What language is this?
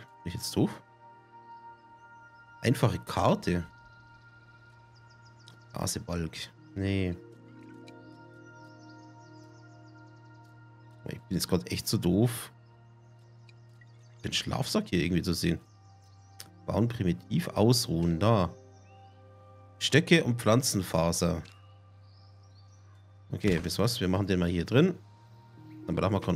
German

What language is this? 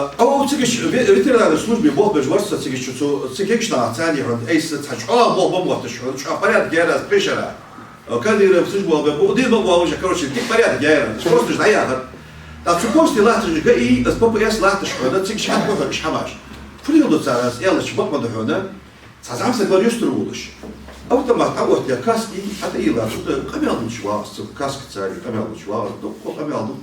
Ingush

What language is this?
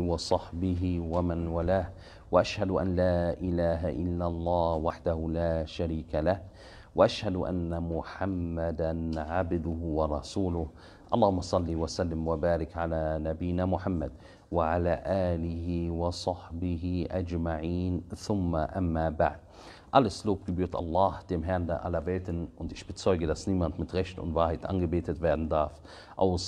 German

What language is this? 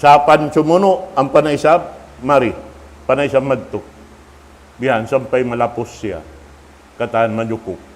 Tausug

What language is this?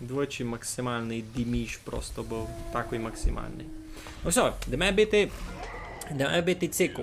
Rusyn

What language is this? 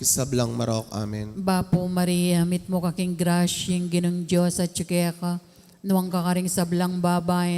Pampanga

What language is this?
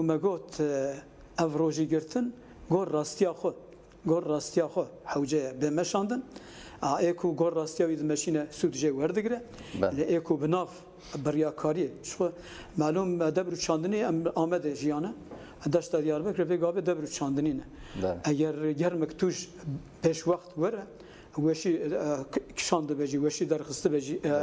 Kurdish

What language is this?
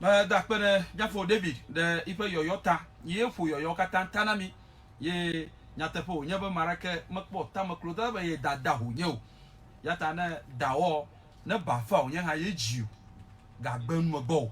Ewe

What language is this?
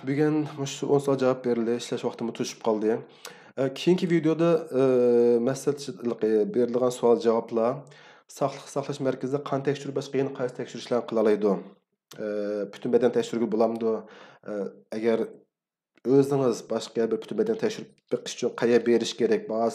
Uyghur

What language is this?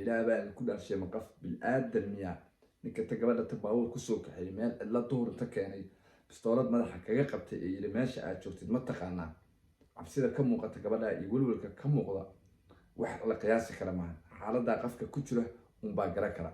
Somali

